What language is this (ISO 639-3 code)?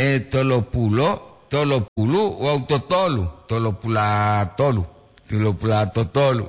gor